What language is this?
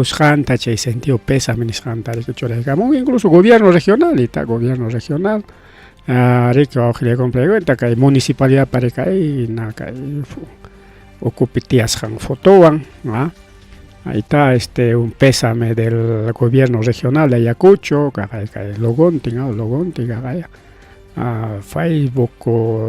Ayacucho Quechua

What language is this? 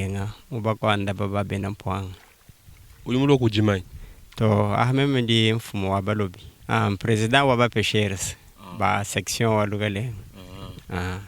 Luba-Lulua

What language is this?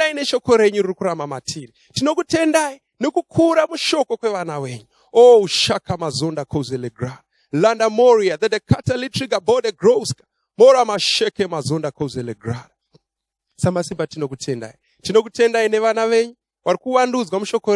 Shona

